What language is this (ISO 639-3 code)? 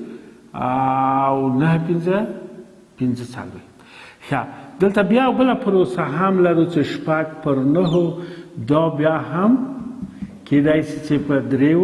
pus